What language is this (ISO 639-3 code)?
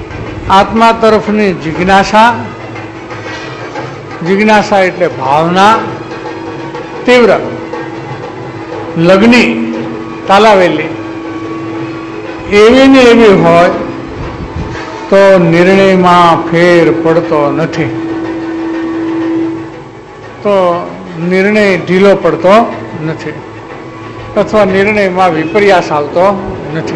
guj